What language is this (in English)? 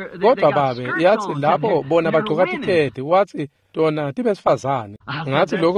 Swati